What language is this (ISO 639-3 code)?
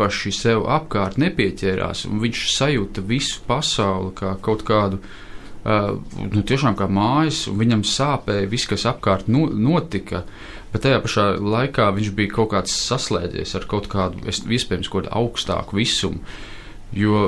lav